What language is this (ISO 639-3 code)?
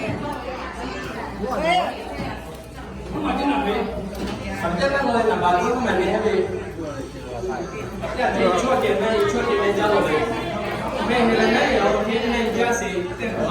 lhu